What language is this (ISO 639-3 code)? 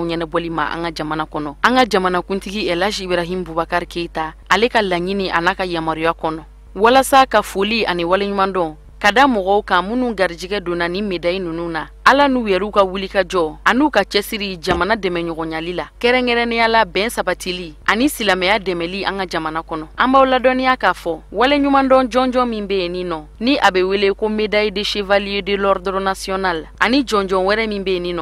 bam